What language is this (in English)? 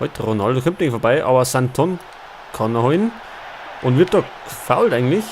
Bavarian